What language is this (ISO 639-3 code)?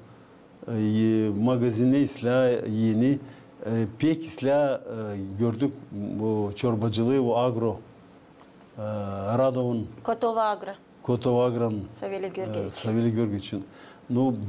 gag